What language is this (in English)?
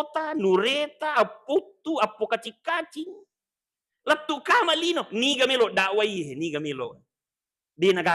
Buginese